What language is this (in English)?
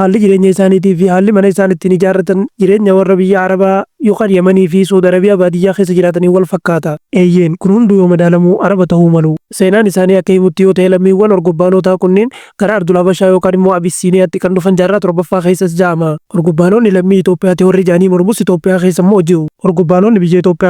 Oromo